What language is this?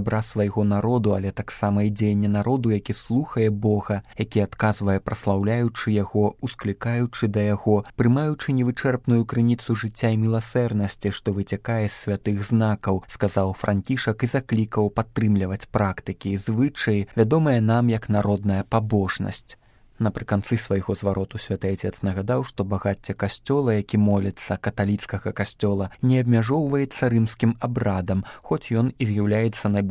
Belarusian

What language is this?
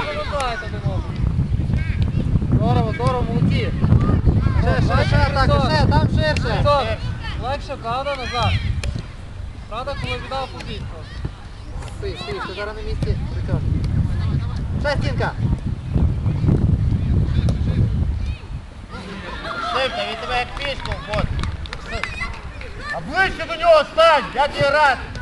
Ukrainian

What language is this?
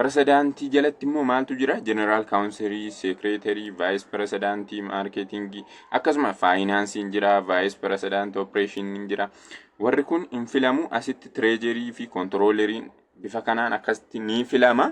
Oromo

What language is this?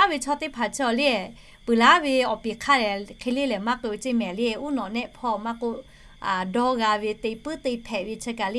Lahu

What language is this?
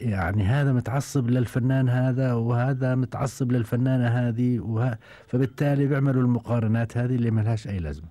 Gulf Arabic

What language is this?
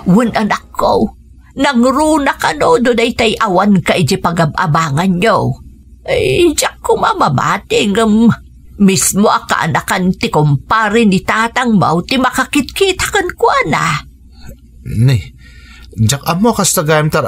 Iloko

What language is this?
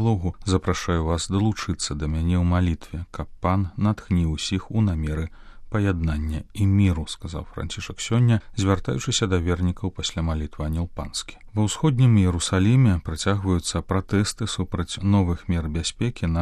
Belarusian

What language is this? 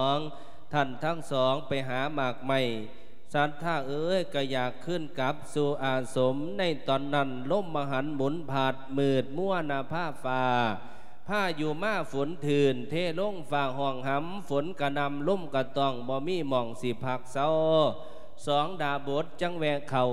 Lao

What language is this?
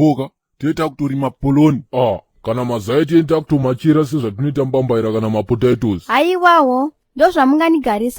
Shona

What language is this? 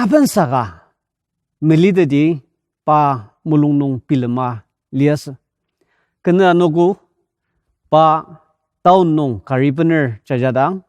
Ao Naga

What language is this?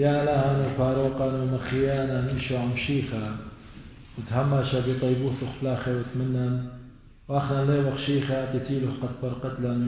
Assyrian Neo-Aramaic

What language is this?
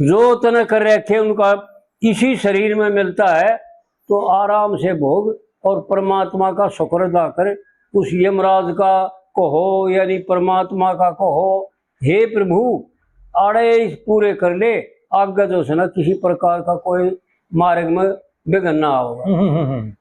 Haryanvi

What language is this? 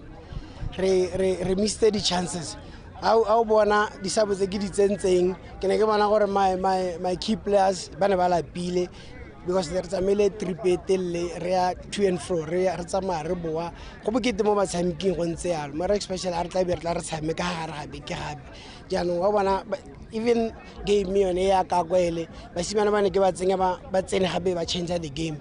Tswana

